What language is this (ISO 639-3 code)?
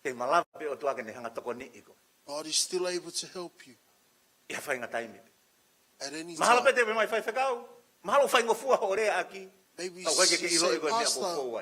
ton